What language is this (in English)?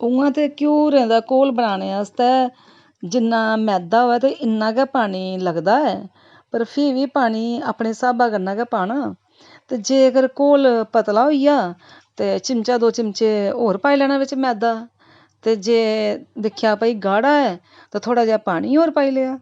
Dogri